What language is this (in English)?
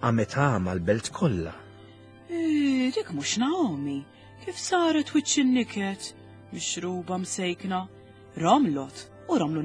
Maltese